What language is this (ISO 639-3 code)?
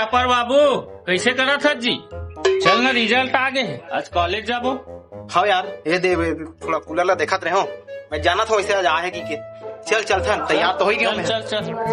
hne